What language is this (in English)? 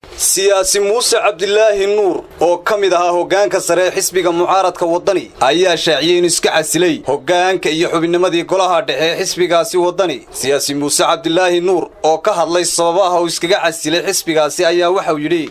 Somali